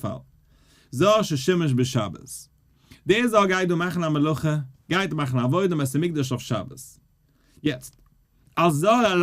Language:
Yiddish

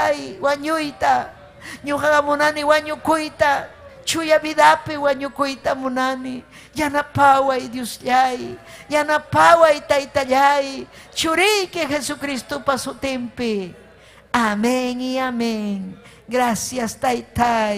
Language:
Ayacucho Quechua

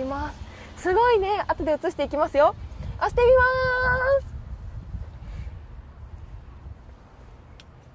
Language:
Japanese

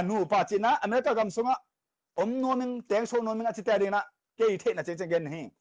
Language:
Tedim Chin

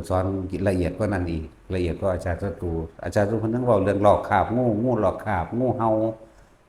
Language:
Northeastern Thai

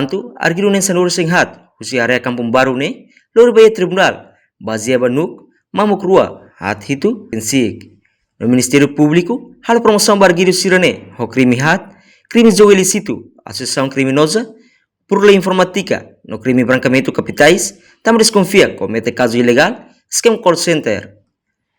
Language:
Tetum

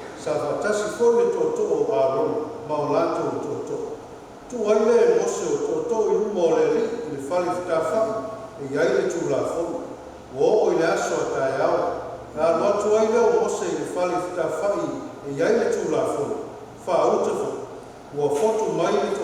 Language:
Samoan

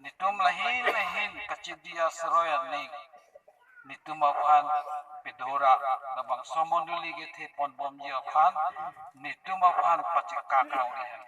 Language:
Karbi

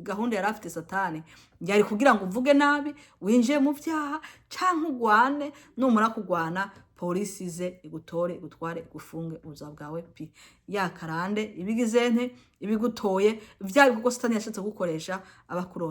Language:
Rundi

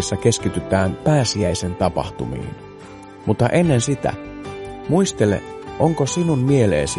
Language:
Finnish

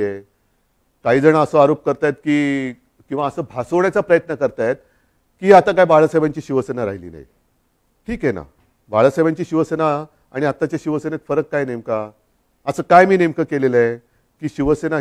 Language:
Marathi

